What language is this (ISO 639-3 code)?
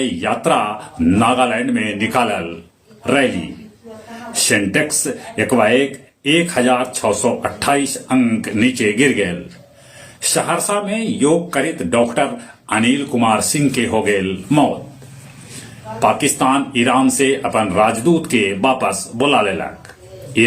mag